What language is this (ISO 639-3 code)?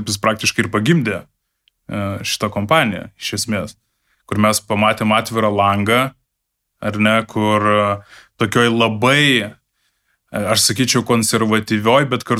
lit